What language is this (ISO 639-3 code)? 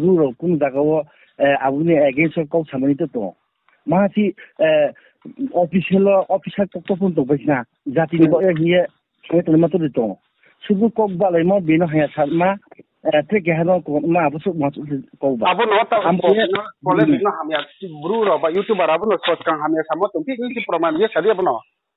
ria